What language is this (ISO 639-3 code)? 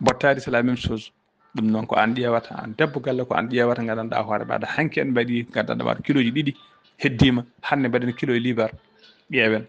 ful